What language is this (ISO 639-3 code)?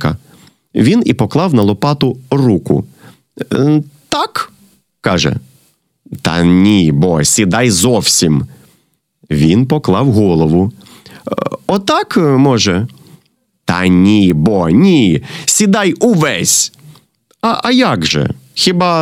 ukr